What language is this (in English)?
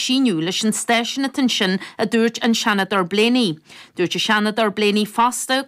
Irish